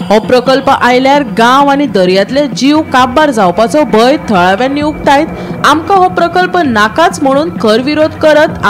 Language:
Konkani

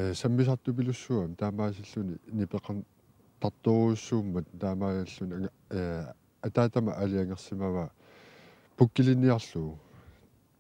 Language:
Kalaallisut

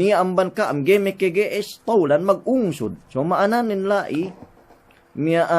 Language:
Yakan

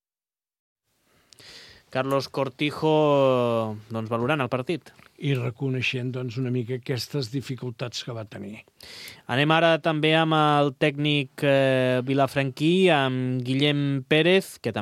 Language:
Catalan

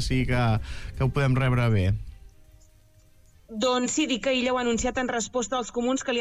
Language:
Catalan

